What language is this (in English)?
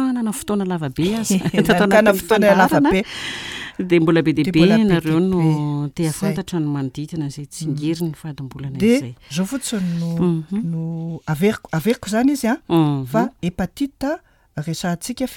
Malagasy